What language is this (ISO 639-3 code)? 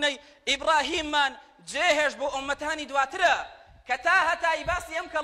ckb